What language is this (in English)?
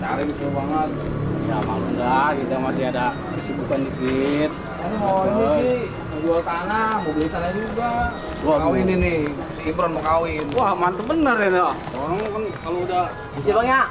Betawi